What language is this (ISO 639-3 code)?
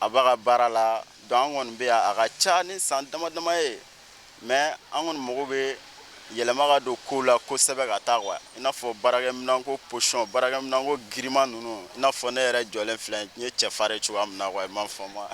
bam